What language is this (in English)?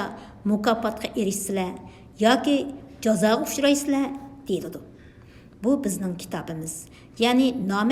Uyghur